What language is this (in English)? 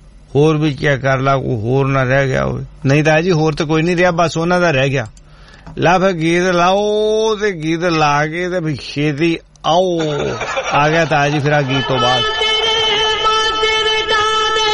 Punjabi